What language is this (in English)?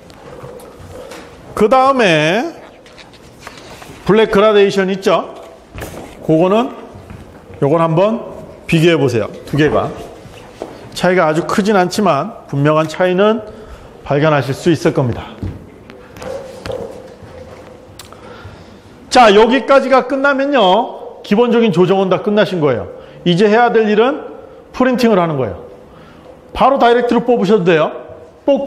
Korean